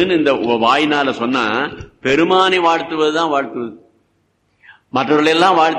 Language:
Tamil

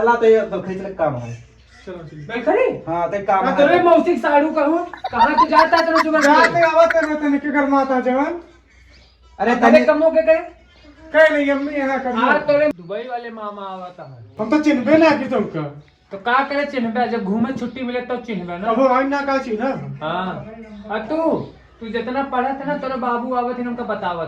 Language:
Awadhi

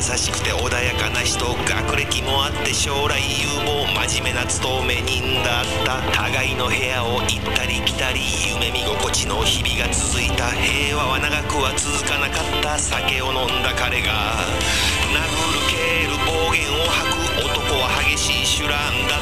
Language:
Japanese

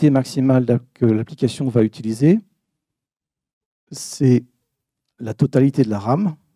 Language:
French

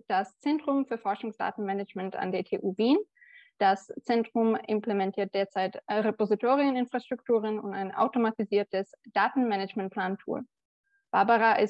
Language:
German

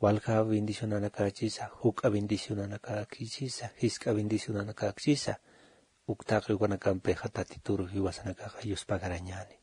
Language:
Aymara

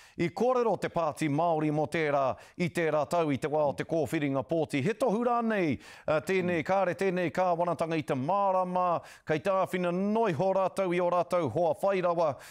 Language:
Māori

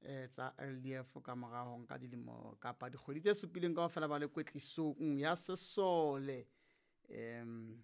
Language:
Southern Sotho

